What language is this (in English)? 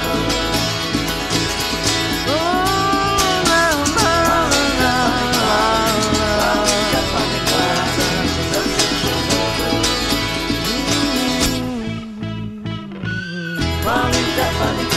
Slovak